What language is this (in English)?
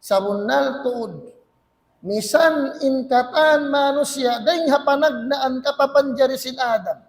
Tausug